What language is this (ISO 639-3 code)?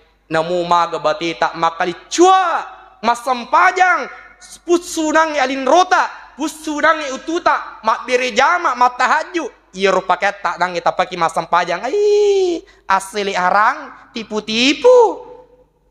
bug